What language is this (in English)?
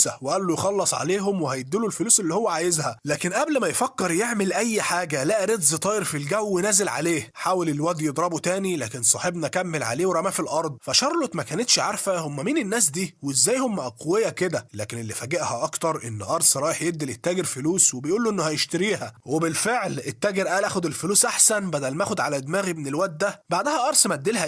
Egyptian Arabic